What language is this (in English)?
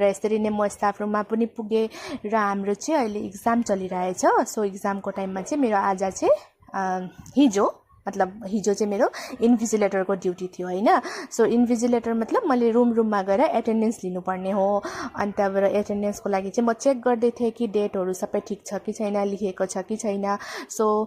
Nepali